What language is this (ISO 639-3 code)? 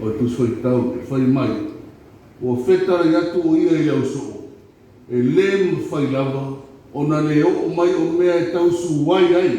smo